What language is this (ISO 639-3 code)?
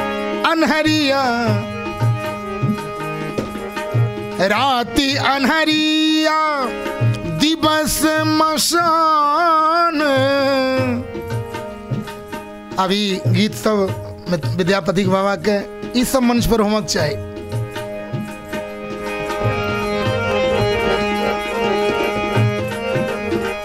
mai